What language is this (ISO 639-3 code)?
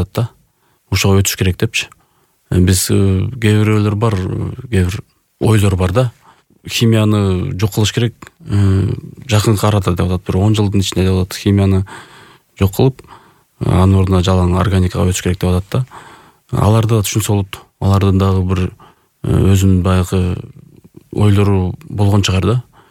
kir